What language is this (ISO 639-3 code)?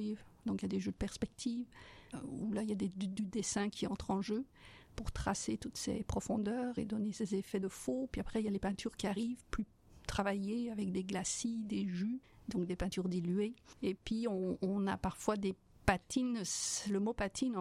fra